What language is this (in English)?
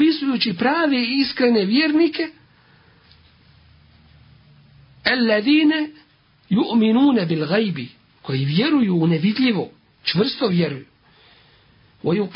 Bosnian